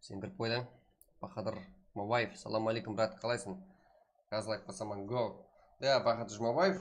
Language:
Kara-Kalpak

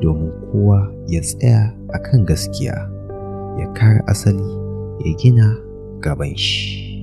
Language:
Hausa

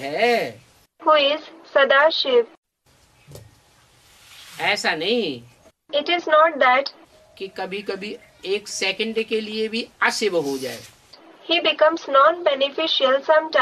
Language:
Hindi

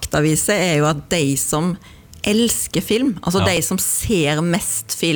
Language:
Norwegian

